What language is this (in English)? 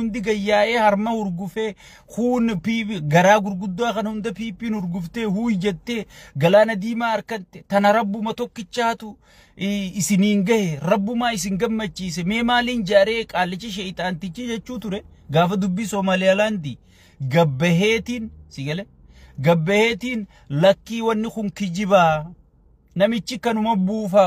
Oromo